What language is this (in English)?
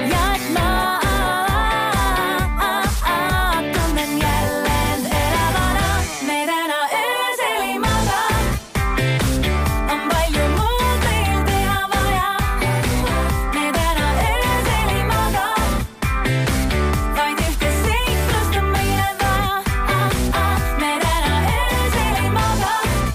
Estonian